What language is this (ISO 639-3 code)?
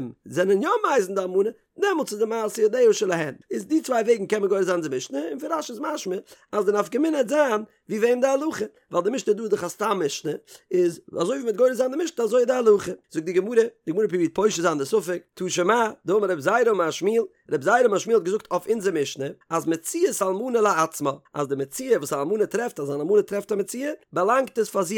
yid